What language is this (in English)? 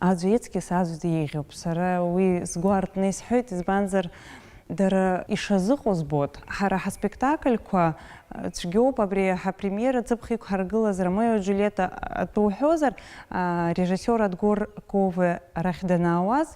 Abkhazian